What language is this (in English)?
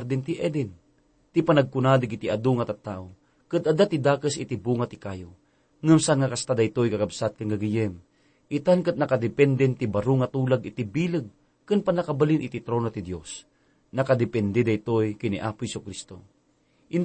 Iloko